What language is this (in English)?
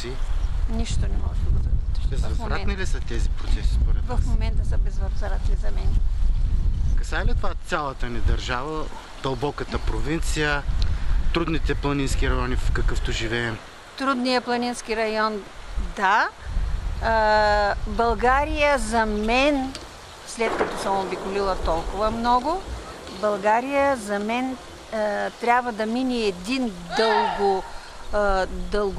Bulgarian